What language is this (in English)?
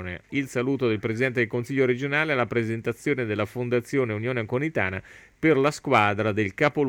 Italian